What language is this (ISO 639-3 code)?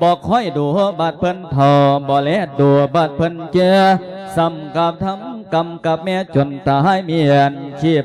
lao